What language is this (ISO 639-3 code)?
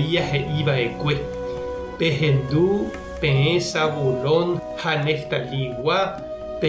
grn